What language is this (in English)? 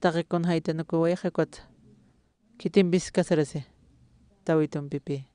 Aymara